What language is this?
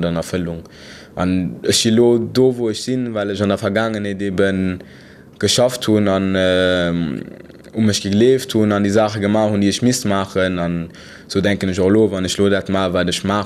Luxembourgish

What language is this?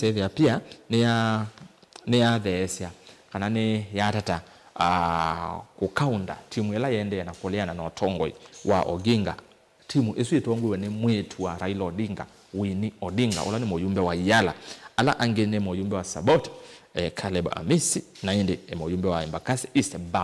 Kamba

